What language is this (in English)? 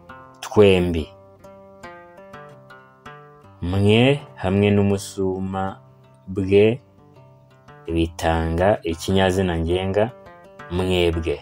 Kinyarwanda